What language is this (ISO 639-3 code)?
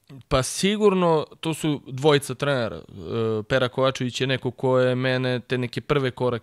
srp